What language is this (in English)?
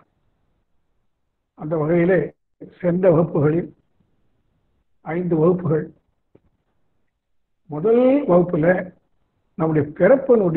Tamil